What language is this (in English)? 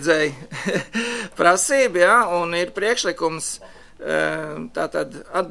Latvian